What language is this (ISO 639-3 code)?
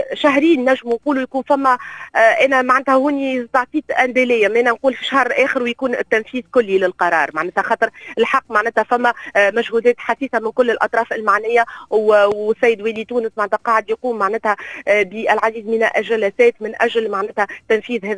aeb